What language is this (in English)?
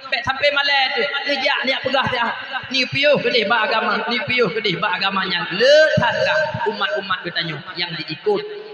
Achinese